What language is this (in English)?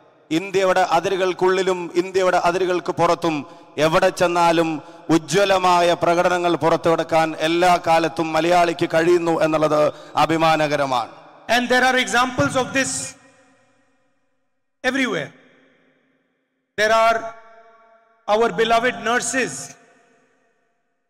Malayalam